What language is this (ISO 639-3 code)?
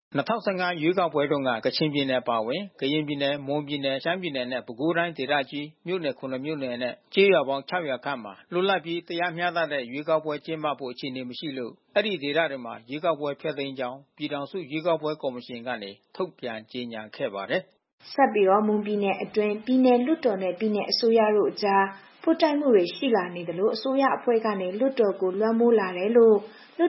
mya